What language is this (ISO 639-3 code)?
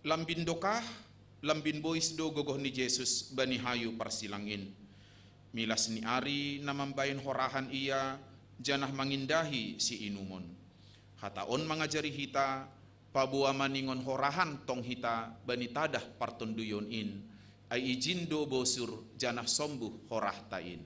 bts